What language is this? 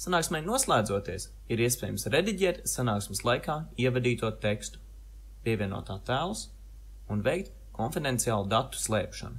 Latvian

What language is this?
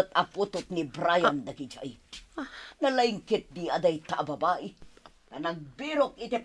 Iloko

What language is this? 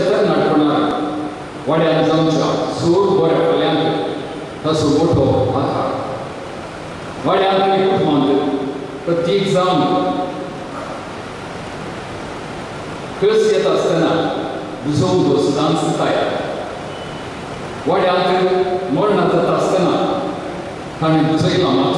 Konkani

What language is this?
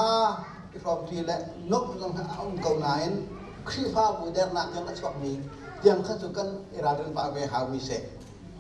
Hakha Chin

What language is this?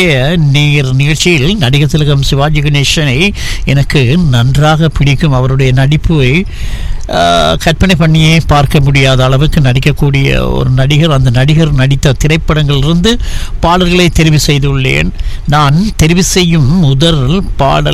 Tamil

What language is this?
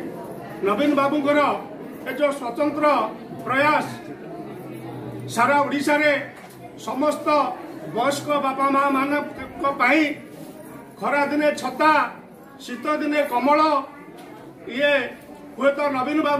Odia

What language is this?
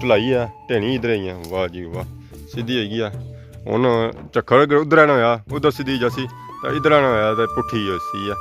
Pahari-Potwari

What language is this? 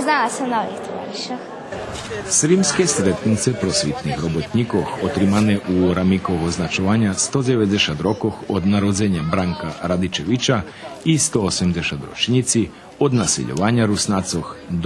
Rusyn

